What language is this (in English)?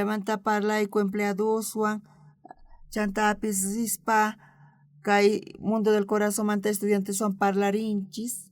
South Bolivian Quechua